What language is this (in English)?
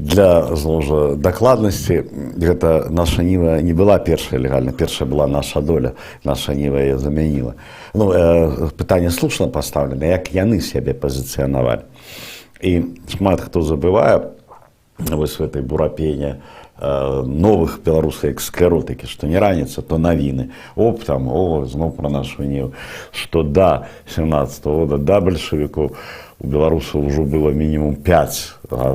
Belarusian